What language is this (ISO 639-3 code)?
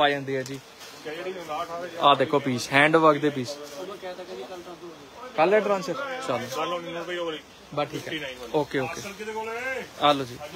pan